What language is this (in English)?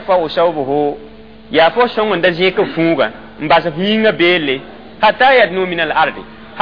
Mossi